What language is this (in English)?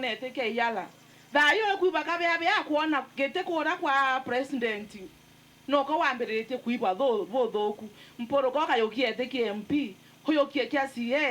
Meru